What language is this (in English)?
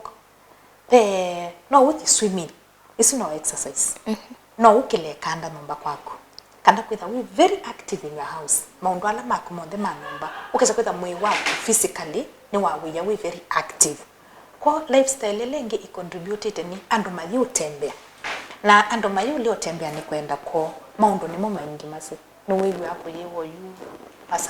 Kamba